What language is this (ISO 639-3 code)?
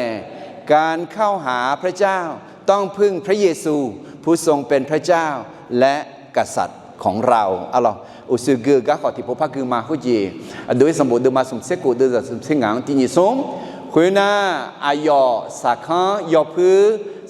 ahk